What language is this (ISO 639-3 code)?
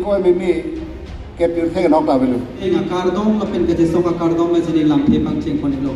mjw